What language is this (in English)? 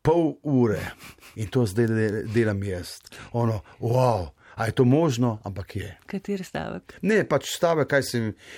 Slovenian